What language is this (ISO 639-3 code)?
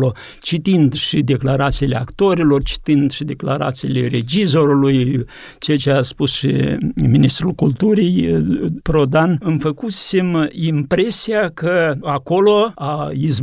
ron